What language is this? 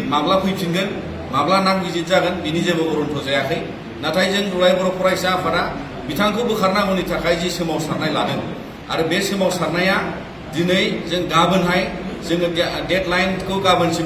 Bodo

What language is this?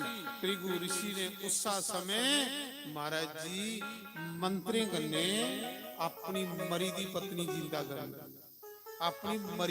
Dogri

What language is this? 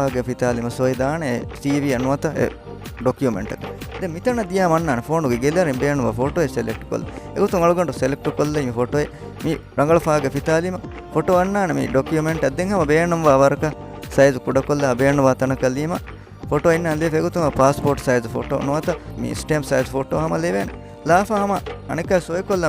Divehi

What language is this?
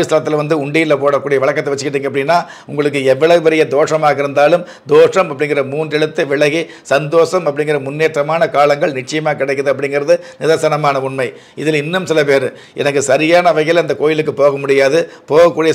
Tamil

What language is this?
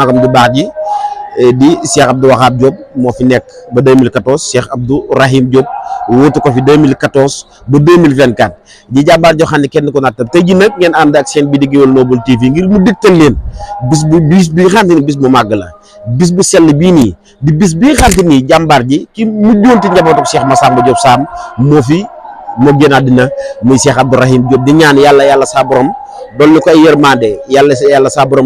Wolof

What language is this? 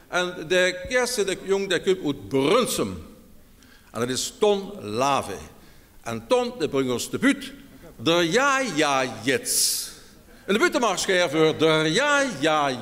Limburgish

